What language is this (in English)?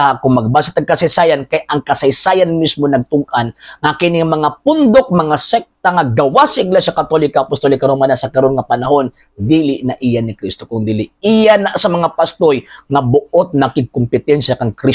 Cebuano